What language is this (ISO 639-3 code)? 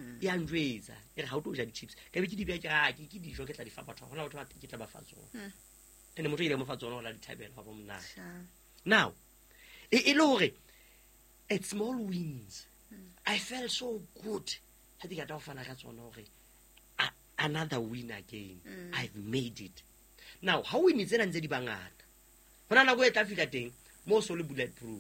sot